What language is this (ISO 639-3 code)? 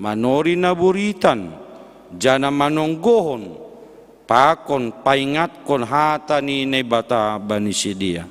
bts